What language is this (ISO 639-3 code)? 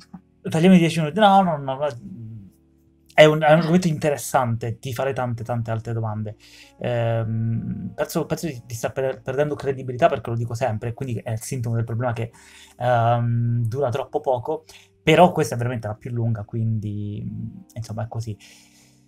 ita